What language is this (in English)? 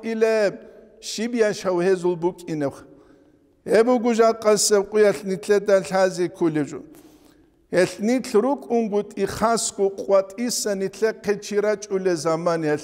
Avaric